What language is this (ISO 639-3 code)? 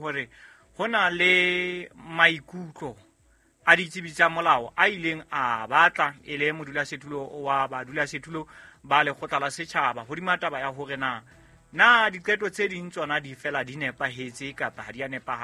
sot